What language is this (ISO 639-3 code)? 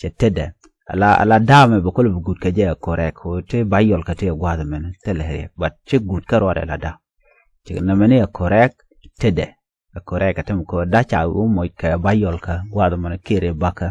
nus